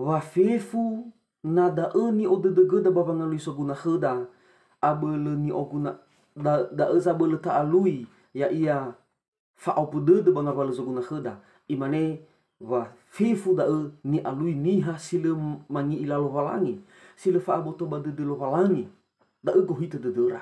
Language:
Nias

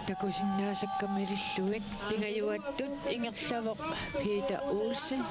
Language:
Kalaallisut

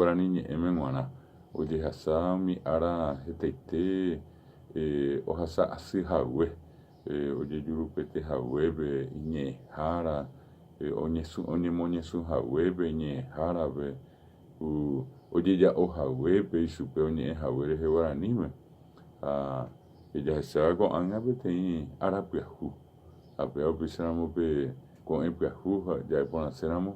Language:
Guarani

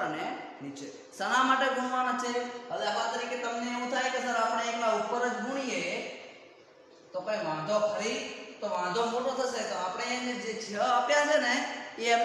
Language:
Gujarati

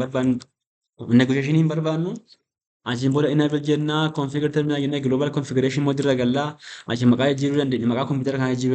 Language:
Oromo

